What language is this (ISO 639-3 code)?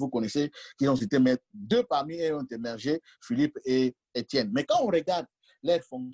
fra